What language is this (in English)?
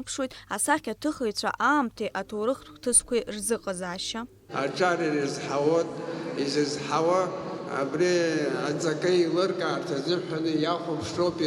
Abkhazian